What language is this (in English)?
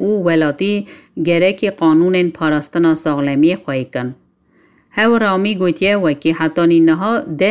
Kurdish